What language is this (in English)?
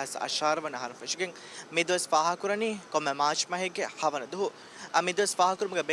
Divehi